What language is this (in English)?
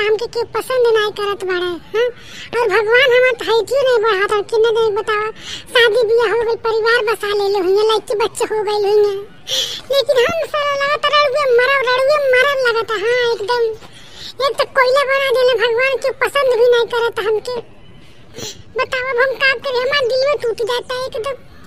Bhojpuri